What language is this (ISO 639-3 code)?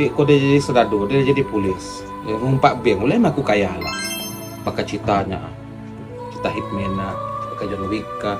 iba